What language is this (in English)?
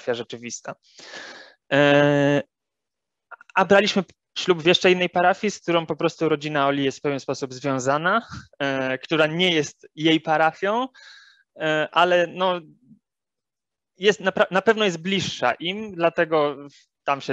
Polish